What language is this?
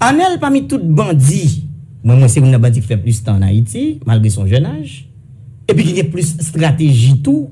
Haitian Creole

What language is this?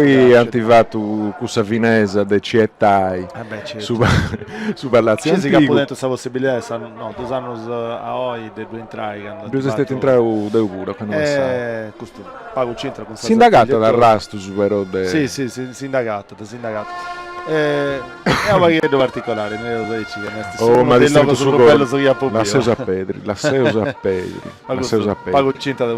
Sardinian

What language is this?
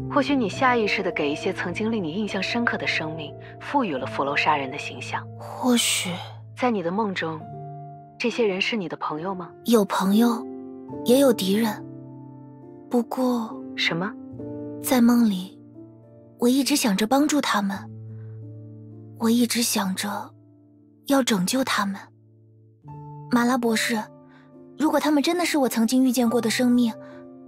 Chinese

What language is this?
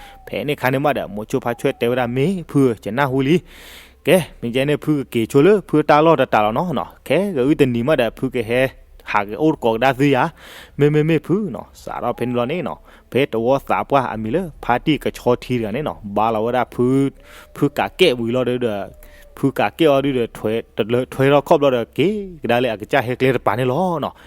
S'gaw Karen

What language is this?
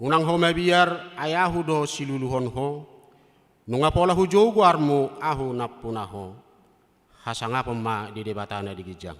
Batak Toba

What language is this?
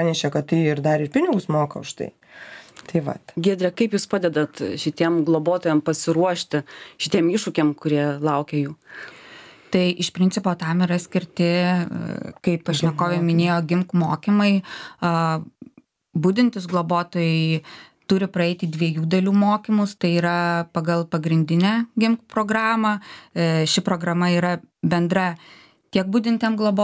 Lithuanian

